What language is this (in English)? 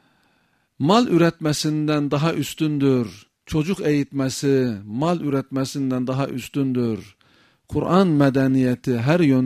Turkish